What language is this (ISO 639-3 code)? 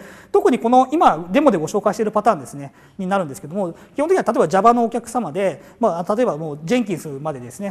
jpn